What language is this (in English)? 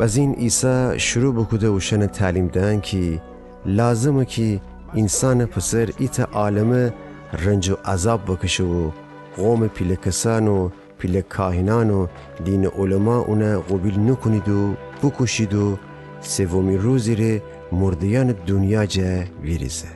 Gilaki